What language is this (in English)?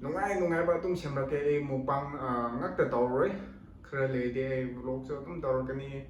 Manipuri